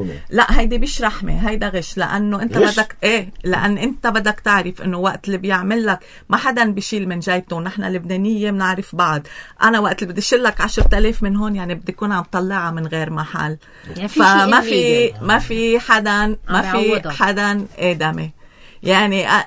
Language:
North Levantine Arabic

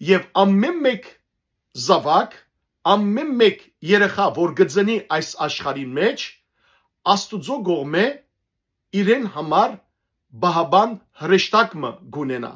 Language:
Western Armenian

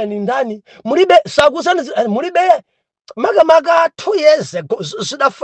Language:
Nyanja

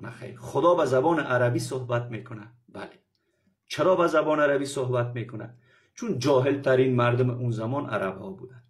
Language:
Persian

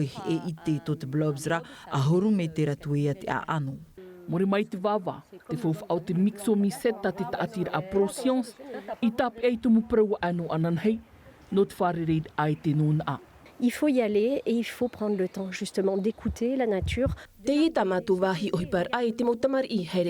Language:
Tahitian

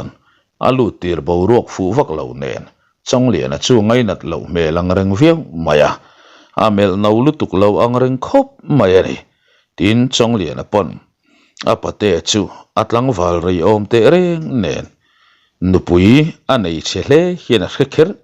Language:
Mizo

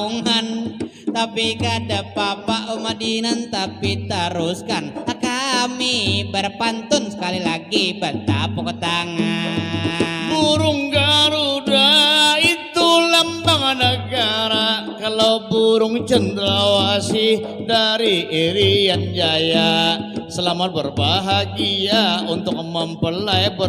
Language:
Banjar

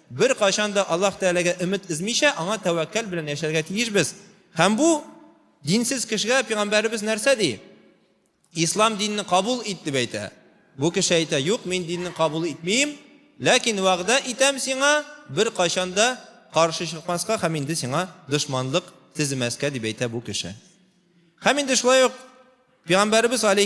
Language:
Tatar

